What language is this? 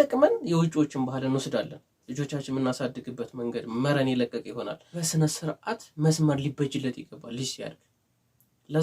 Amharic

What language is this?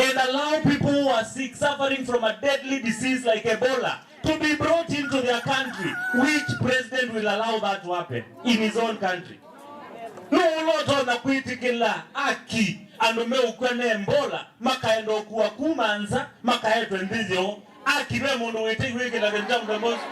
Kamba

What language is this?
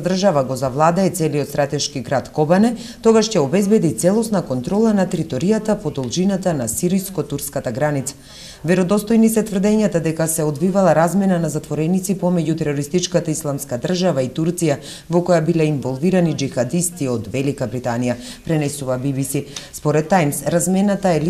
Macedonian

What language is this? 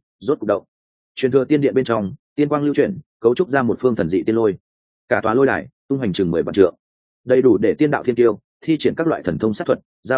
Vietnamese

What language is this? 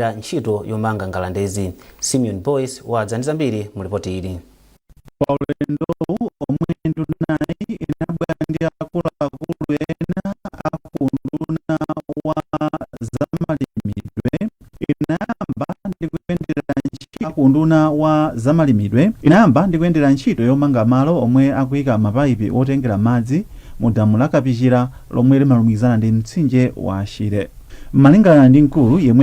Nyanja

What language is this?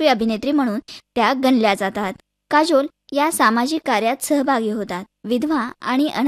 Marathi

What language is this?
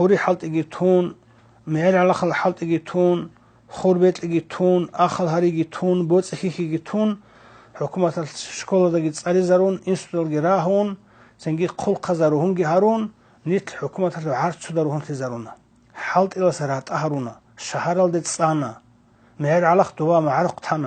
Avaric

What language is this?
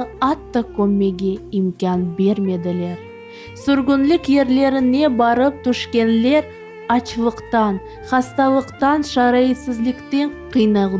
Crimean Tatar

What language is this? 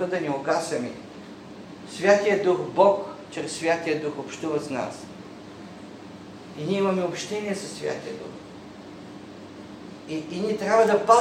Bulgarian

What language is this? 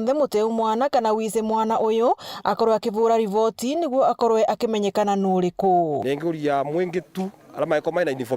Meru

